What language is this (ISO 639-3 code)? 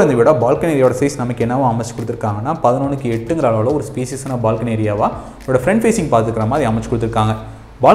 tam